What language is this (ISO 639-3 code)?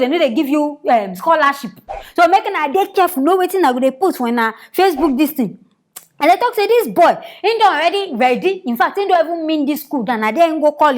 pcm